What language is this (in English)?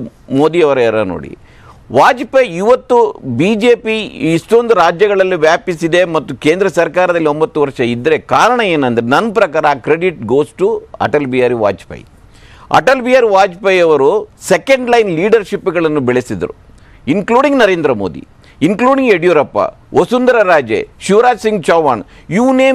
Kannada